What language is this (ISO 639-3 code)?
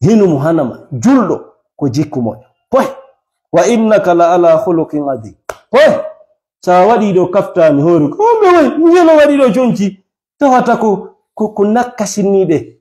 ful